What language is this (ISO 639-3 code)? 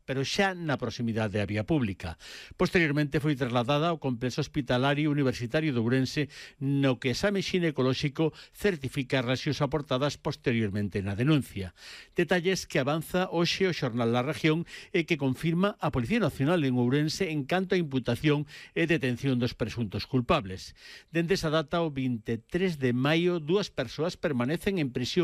glg